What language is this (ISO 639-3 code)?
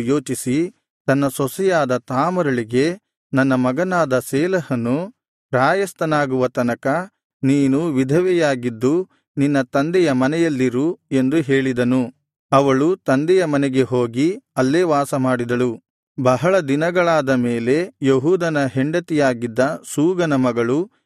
kan